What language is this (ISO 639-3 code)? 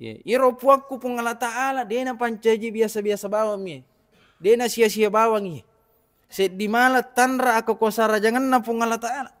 bug